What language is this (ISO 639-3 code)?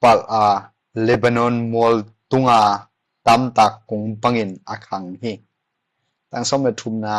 ctd